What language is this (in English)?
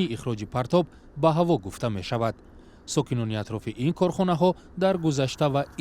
Tajik